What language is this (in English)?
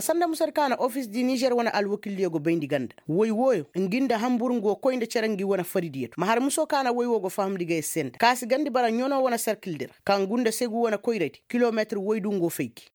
Koyraboro Senni